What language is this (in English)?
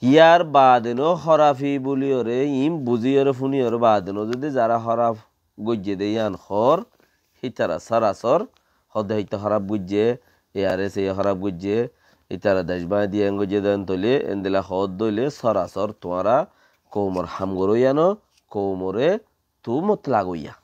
Rohingya